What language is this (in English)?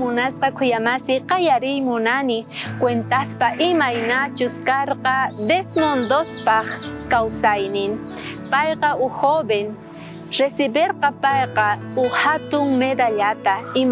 South Bolivian Quechua